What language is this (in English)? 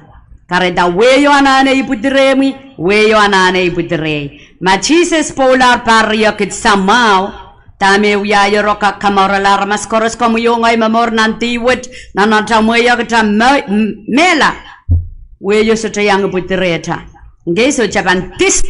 Pohnpeian